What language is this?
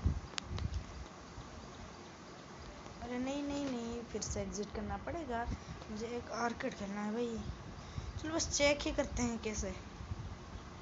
Hindi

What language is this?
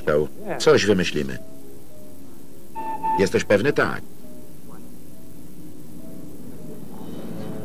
Polish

